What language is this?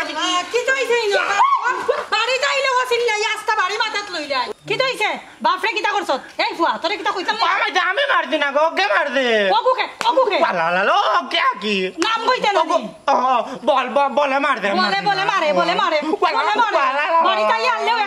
Sylheti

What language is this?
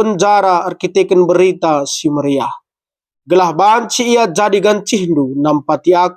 Batak Karo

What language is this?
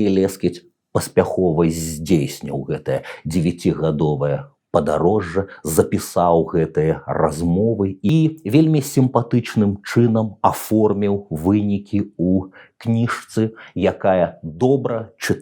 Belarusian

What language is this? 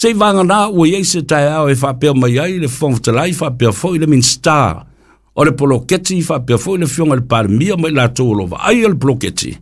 Samoan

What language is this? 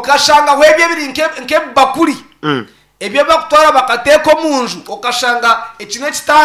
Nyankole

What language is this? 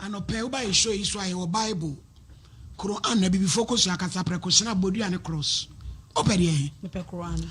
Akan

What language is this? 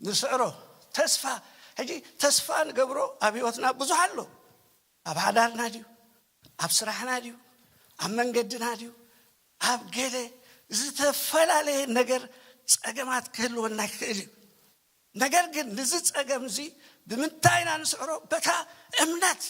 Tigrinya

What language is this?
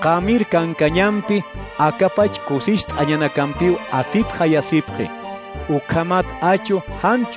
Aymara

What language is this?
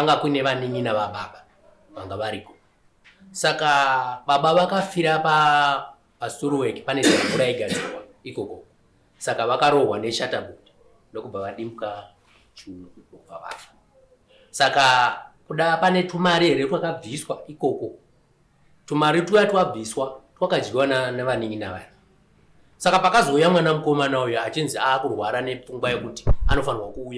Shona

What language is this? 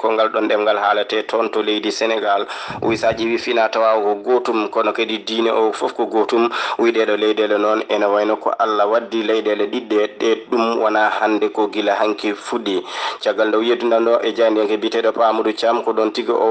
Fula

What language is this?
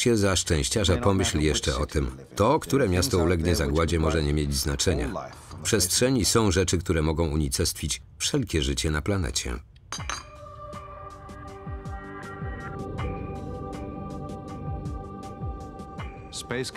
Polish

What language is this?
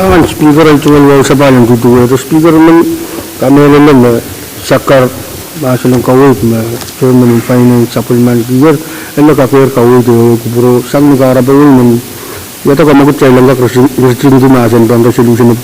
Pohnpeian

